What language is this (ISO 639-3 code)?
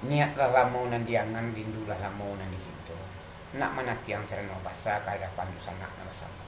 min